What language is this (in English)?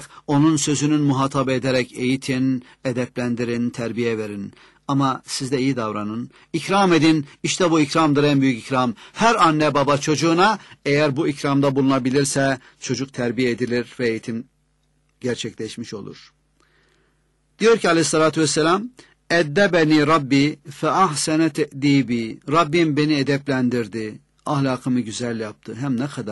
Turkish